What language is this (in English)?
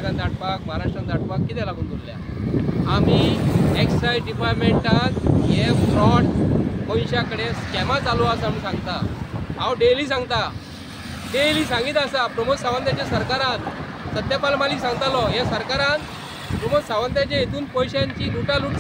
Konkani